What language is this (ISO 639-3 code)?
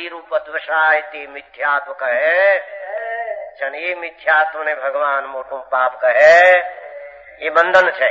guj